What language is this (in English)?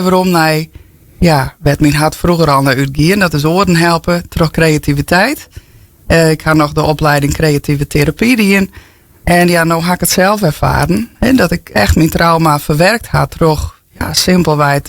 Western Frisian